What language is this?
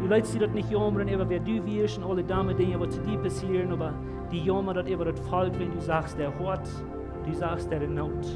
Plautdietsch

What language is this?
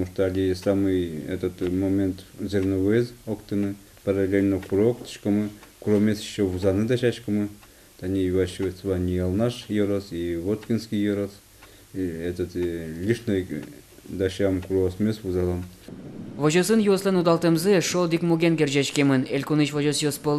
Udmurt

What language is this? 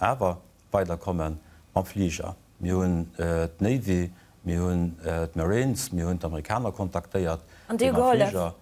Luxembourgish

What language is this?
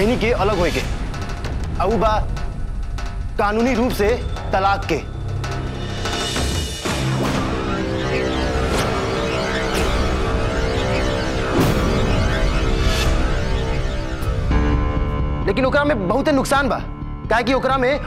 Bhojpuri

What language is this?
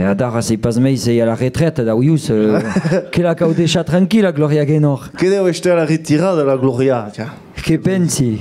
Occitan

